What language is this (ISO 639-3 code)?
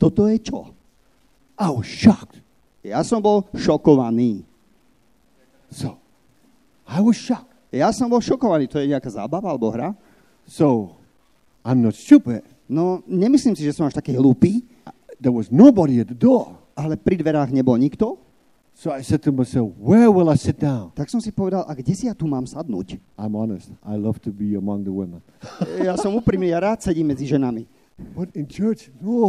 slk